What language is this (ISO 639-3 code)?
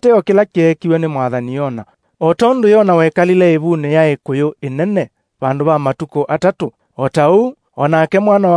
kam